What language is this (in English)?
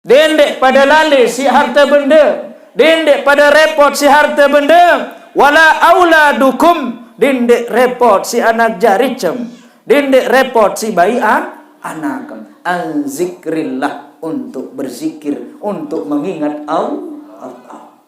Sasak